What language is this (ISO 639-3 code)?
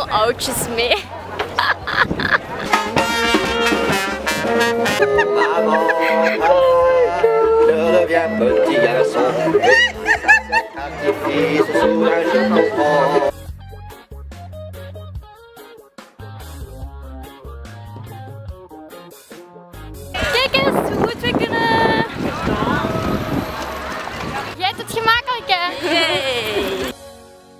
nld